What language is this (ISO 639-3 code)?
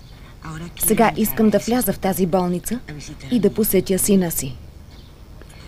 bul